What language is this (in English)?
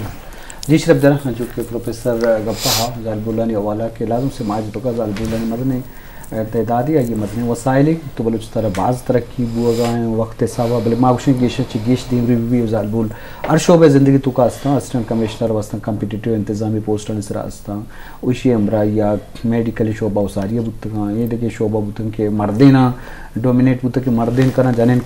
Eastern Balochi